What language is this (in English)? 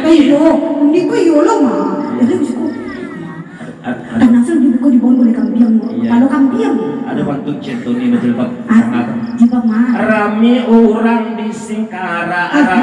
Minangkabau